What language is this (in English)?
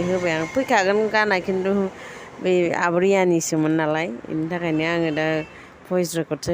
Bodo